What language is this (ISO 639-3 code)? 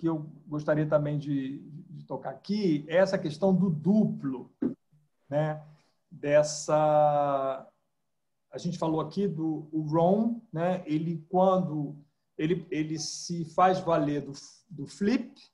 por